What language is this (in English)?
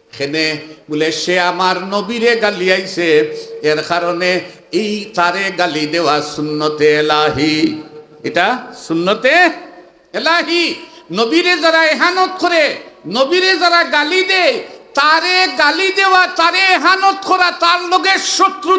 Sylheti